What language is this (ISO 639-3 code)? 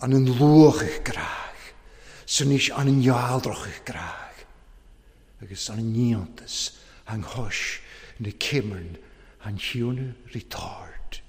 cym